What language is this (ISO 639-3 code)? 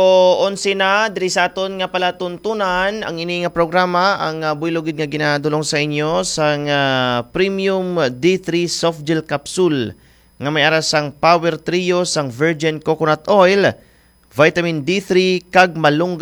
hil